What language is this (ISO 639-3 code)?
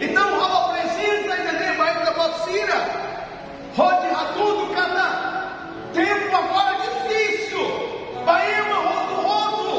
tet